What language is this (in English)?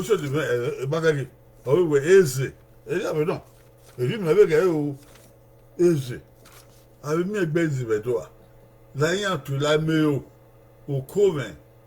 Bini